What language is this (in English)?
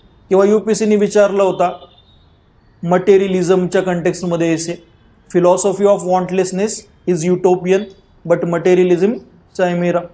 Marathi